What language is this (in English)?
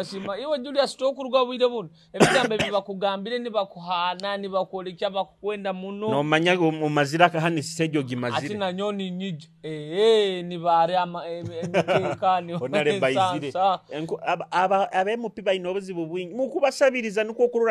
Nyoro